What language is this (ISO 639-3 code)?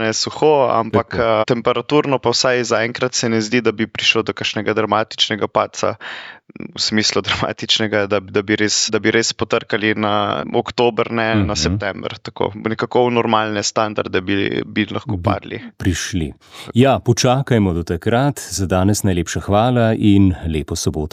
slv